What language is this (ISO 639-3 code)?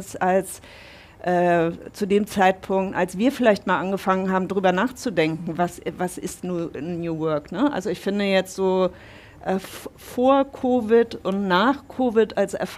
deu